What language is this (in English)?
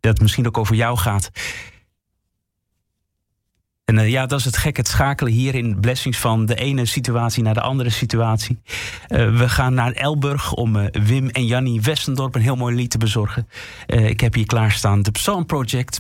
Dutch